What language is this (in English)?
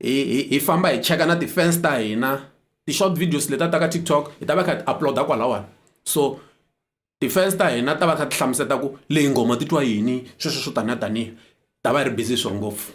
Tsonga